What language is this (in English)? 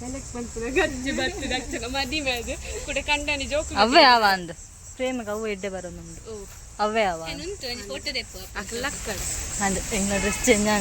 Tulu